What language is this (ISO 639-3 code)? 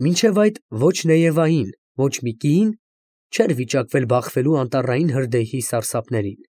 hye